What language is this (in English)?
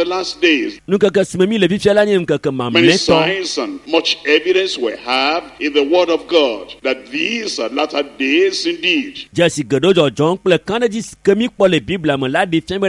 Ewe